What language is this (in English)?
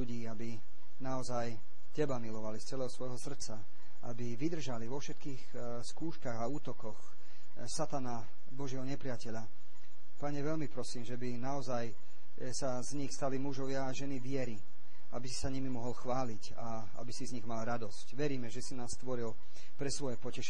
Slovak